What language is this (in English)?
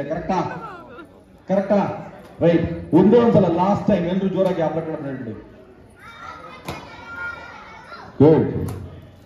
Kannada